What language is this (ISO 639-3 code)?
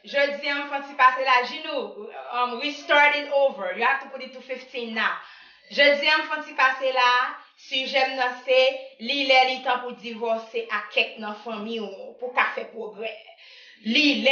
hat